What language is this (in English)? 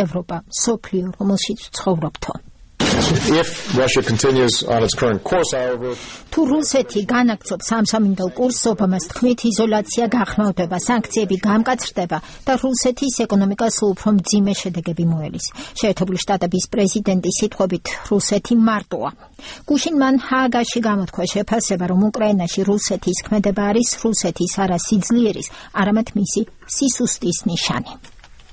Georgian